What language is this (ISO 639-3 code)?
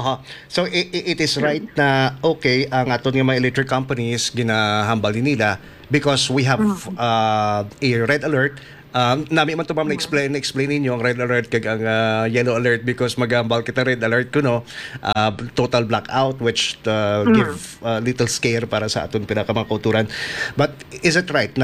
hil